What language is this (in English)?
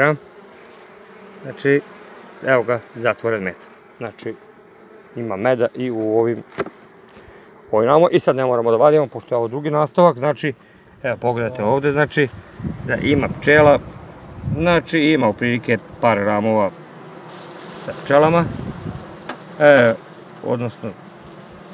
Serbian